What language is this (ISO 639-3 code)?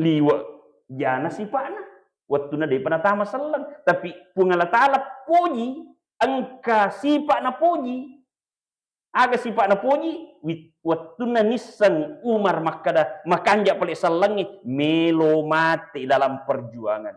bug